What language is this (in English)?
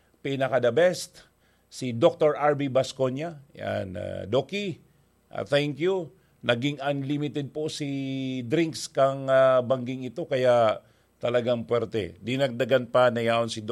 Bikol